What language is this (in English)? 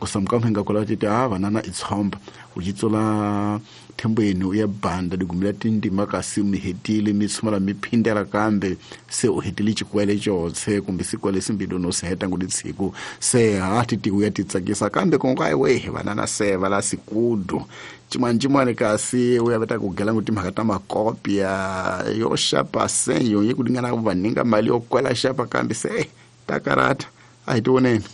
Tsonga